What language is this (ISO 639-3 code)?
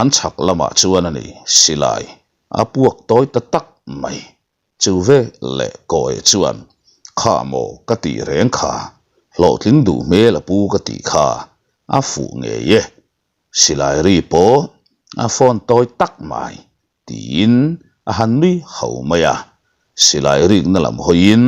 lus